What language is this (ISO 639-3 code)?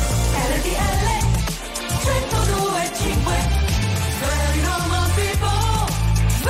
ita